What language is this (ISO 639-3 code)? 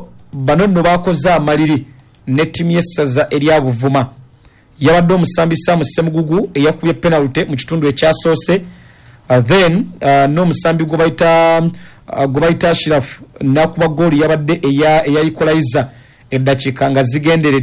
lug